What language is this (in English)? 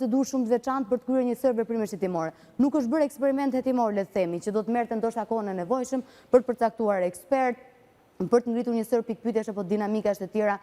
Albanian